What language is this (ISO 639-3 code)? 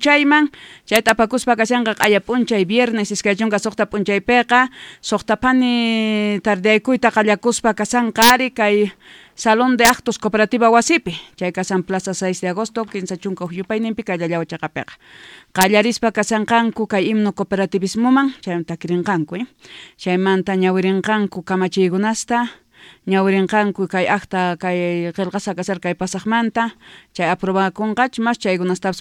quh